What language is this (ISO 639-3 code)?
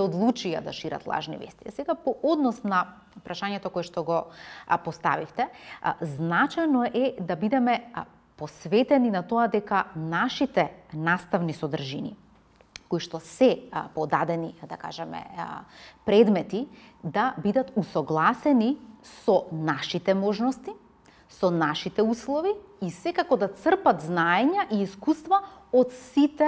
mkd